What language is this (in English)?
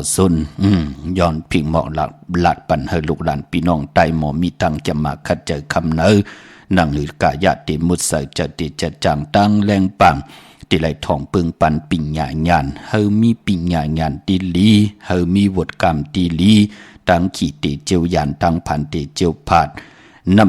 Shan